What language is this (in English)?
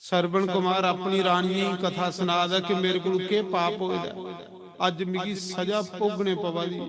Dogri